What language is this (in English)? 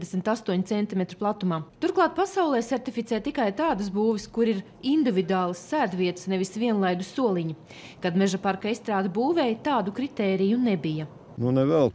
Latvian